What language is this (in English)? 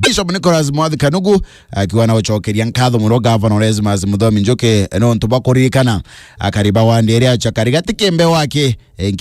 Meru